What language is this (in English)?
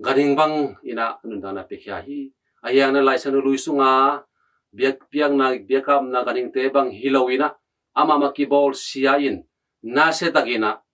Tedim Chin